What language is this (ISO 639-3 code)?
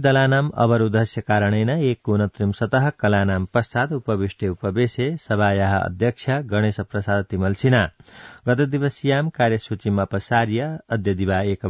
san